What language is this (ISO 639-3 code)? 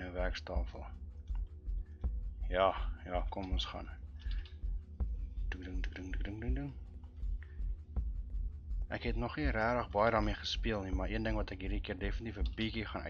afr